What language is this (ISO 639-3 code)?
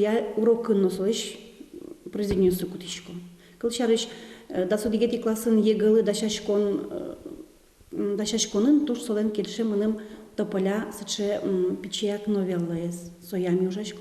udm